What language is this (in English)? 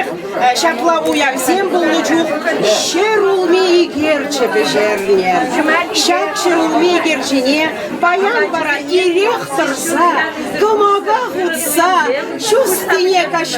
Chuvash